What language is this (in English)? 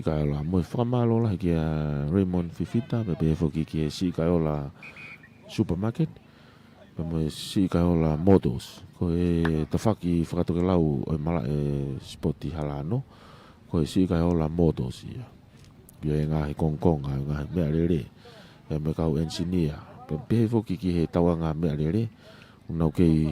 Tongan